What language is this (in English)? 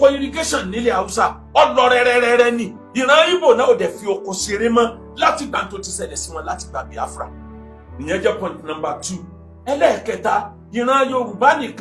Yoruba